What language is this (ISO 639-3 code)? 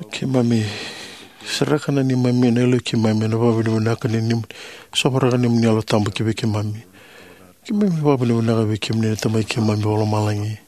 fij